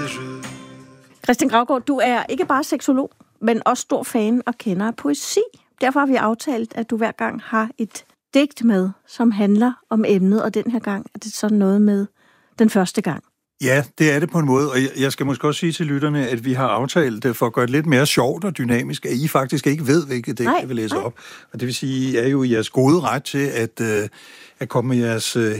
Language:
Danish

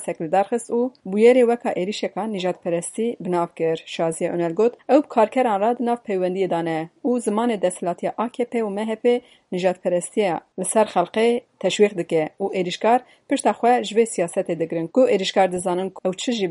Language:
Kurdish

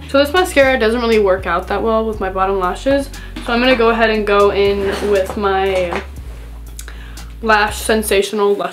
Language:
English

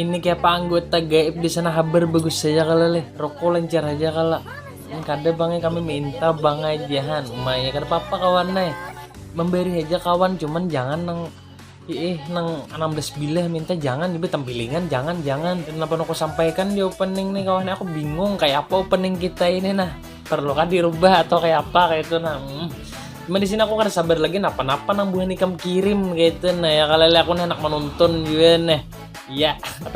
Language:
Banjar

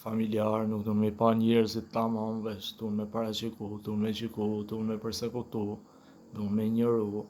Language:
Albanian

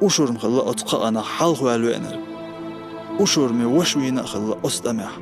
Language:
Chechen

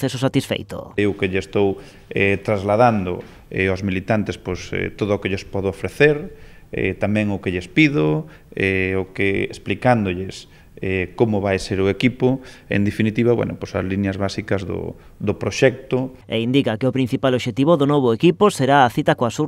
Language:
Galician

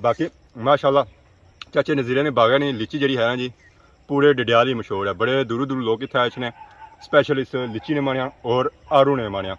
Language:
Pahari-Potwari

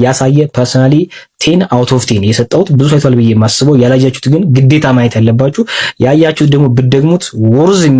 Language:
Amharic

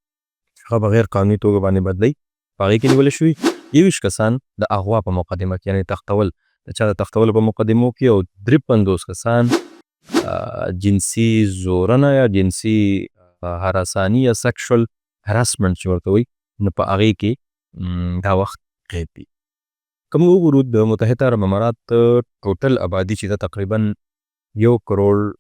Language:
Pashto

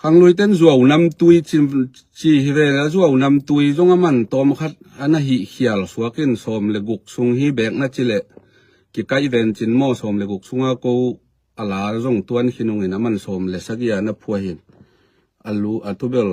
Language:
Tedim Chin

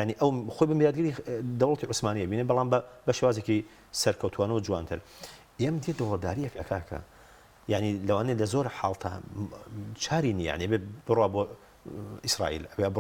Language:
Central Kurdish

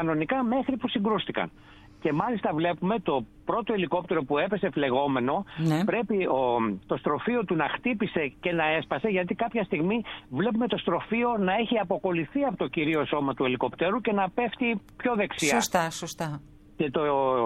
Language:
Greek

